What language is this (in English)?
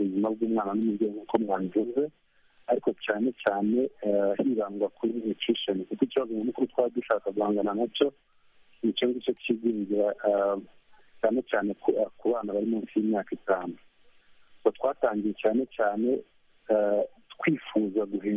Kinyarwanda